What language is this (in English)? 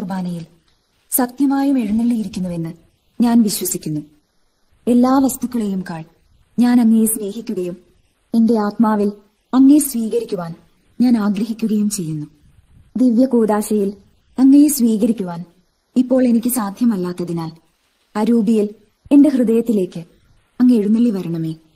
Malayalam